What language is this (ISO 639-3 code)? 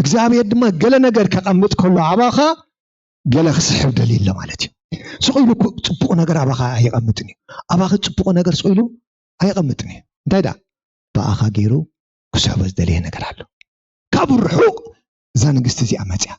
tir